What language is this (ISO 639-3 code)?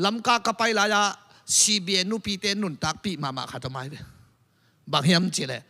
ctd